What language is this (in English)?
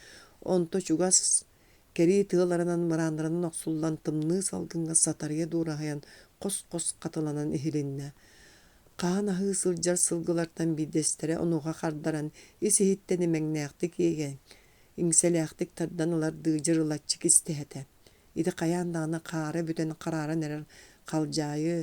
Yakut